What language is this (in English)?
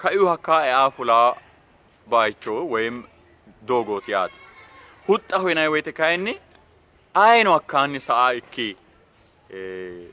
Sidamo